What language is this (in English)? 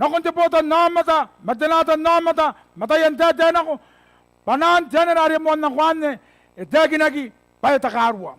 Gilbertese